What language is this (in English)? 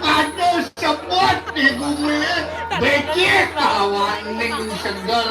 Balinese